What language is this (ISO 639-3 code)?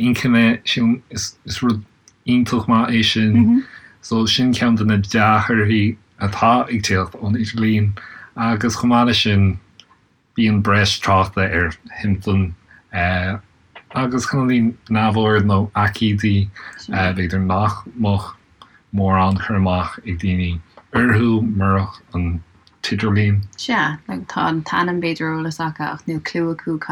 gle